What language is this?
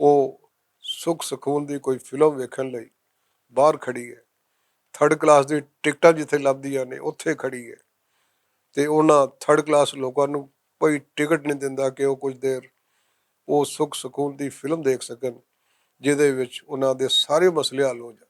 Western Panjabi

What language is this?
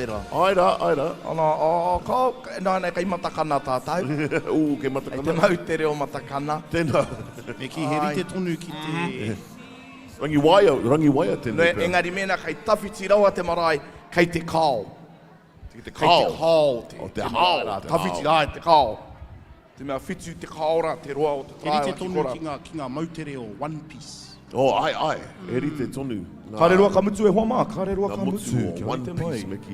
Māori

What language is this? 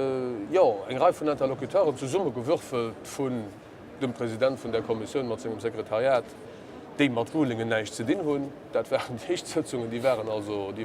Luxembourgish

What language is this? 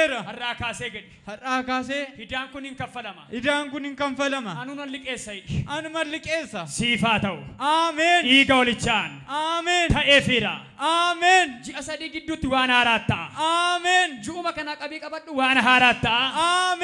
Oromo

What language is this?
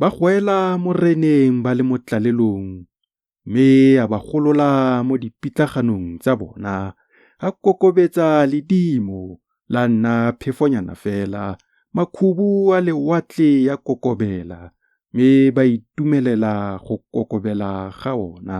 Tswana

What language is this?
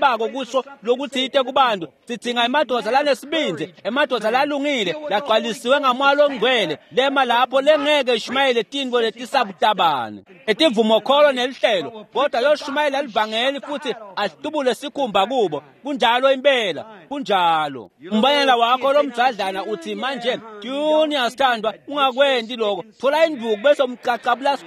Swati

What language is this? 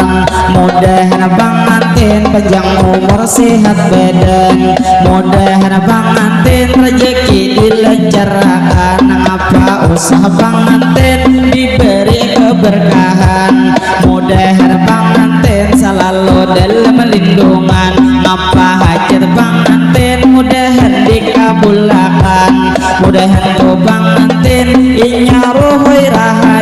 Banjar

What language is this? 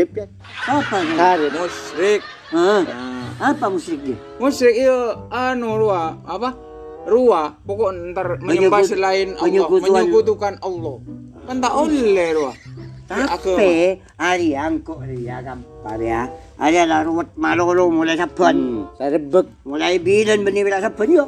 Madurese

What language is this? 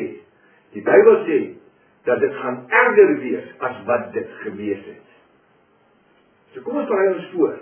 Afrikaans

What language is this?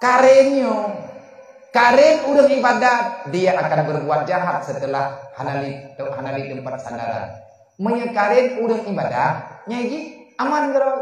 Achinese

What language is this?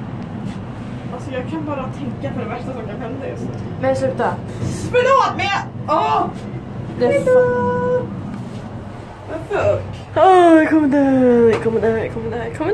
Swedish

